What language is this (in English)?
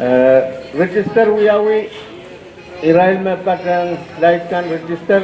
Pohnpeian